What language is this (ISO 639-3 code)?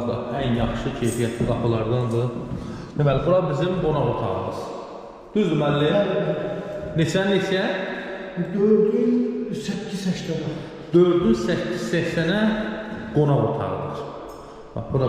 aze